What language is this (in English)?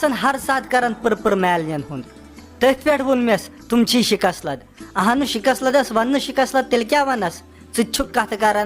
Kashmiri